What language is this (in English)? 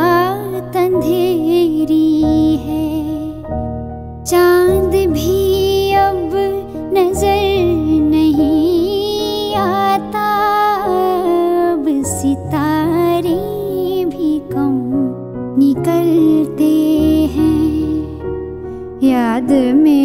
Hindi